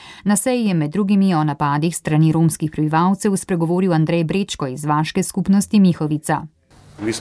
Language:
Slovenian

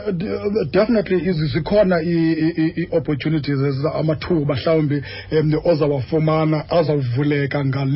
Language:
Xhosa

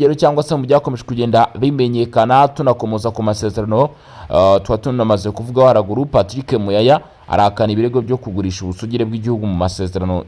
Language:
Kinyarwanda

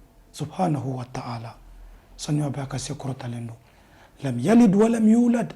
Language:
Bambara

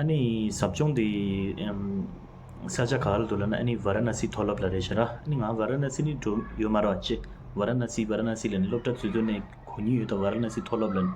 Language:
Tibetan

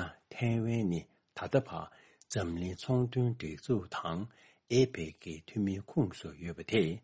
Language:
Tibetan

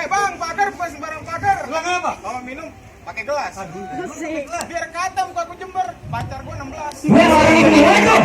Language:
Betawi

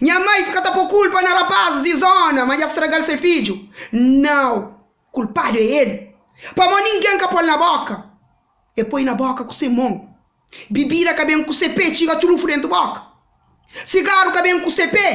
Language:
Kabuverdianu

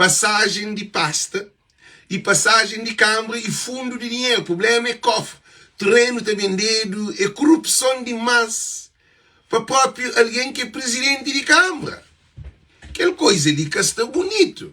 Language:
Kabuverdianu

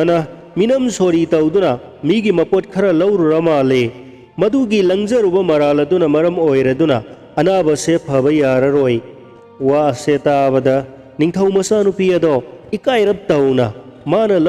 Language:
Manipuri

